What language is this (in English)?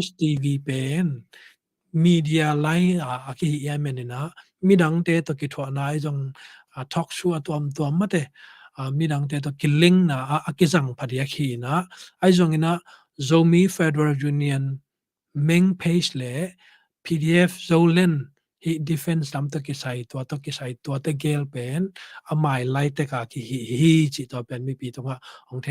Tedim Chin